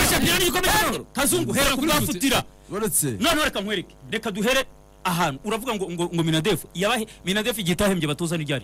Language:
Kinyarwanda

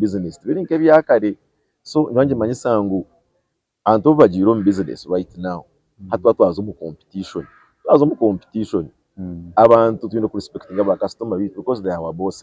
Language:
Nyankole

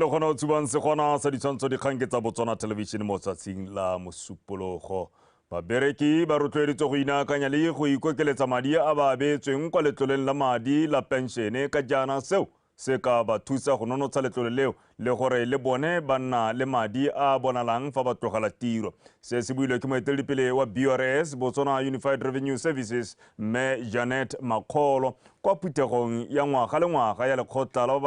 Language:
Tswana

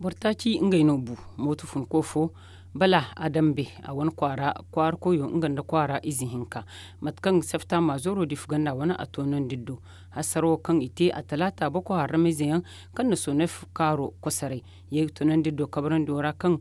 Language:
Zarma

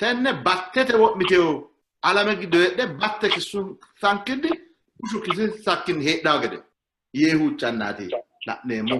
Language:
Sidamo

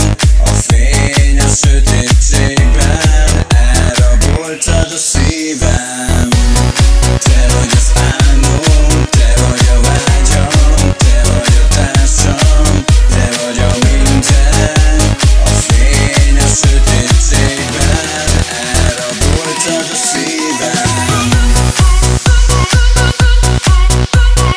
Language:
Hungarian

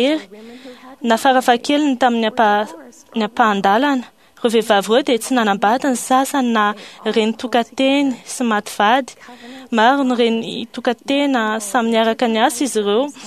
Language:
Malagasy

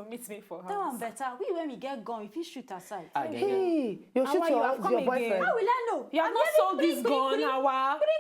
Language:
Nigerian Pidgin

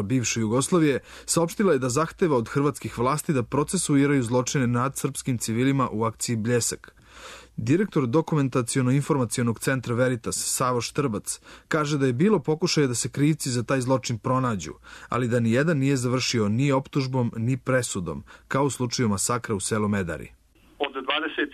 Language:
Serbian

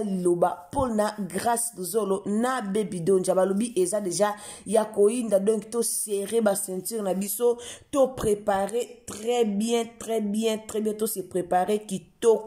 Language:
Lingala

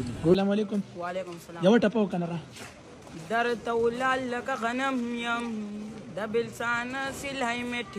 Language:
Pashto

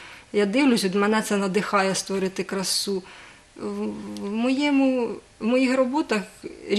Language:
Ukrainian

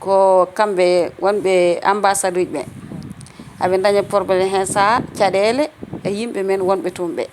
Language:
Fula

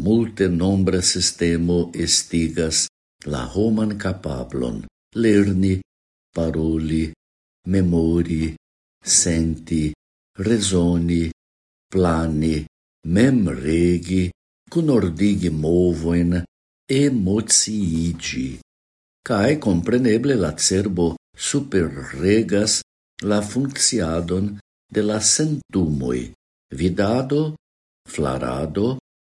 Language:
Esperanto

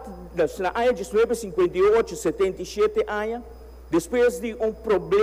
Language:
Papiamento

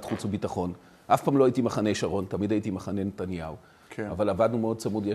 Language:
Hebrew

